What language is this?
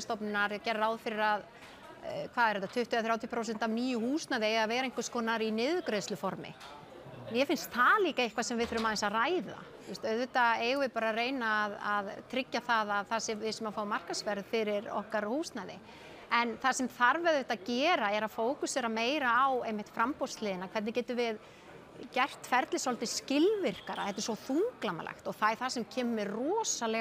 Icelandic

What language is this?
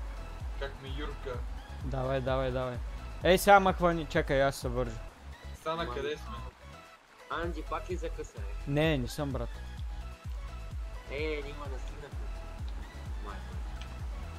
Bulgarian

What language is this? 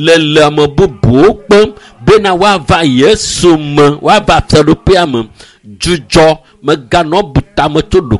Ewe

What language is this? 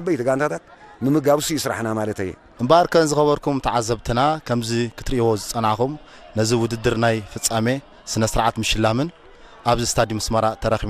Tigrinya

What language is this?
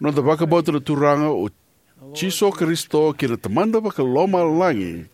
Fijian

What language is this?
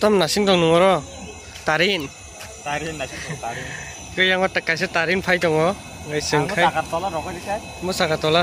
Kok Borok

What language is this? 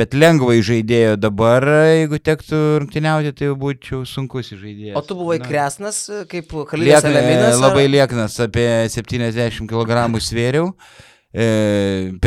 Lithuanian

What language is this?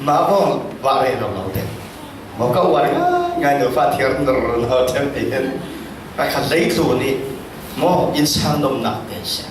Falam Chin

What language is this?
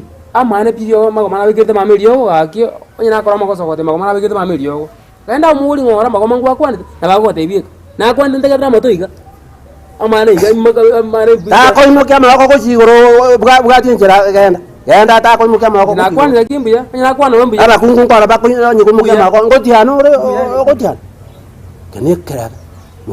Gusii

